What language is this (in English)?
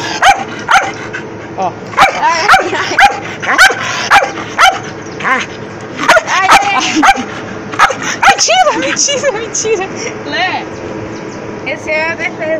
Portuguese